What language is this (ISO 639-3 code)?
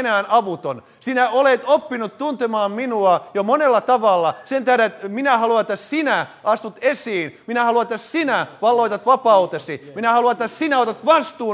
fin